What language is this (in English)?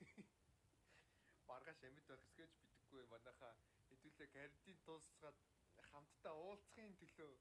Mongolian